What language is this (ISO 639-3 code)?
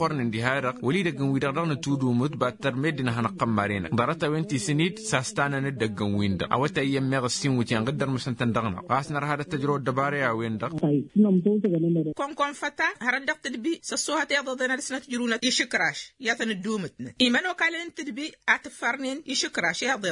taq